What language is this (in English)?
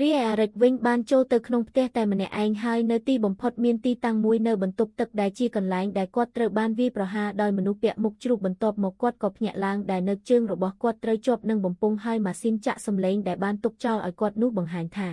Khmer